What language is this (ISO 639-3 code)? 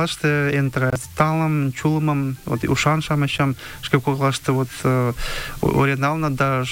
chm